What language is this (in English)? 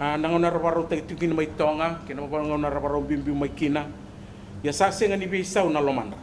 Fijian